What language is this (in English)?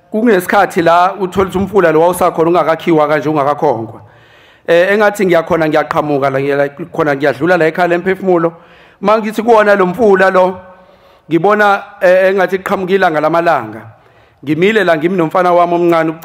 Zulu